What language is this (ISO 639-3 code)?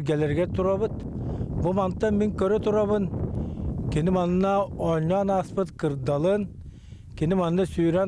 sah